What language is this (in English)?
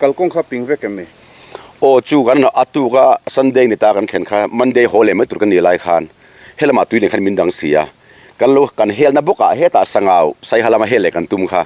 Mizo